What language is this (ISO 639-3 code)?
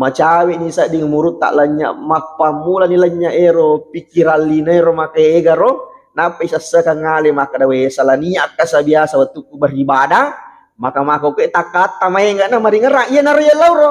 bug